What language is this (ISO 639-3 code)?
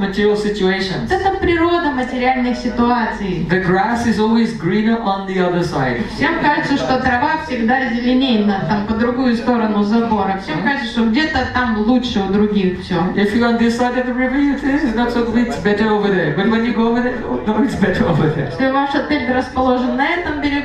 rus